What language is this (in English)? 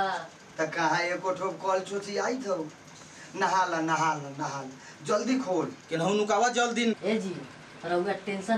Bhojpuri